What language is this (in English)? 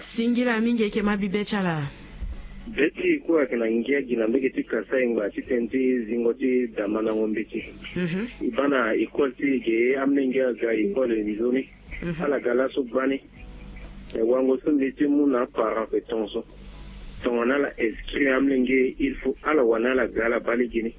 Sango